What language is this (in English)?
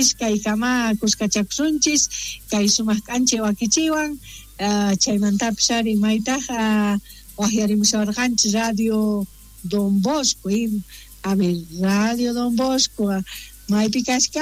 South Bolivian Quechua